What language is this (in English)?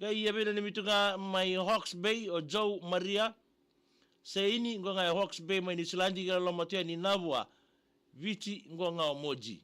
Fijian